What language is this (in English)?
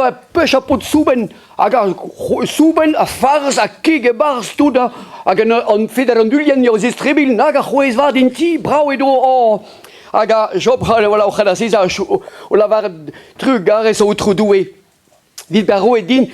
Breton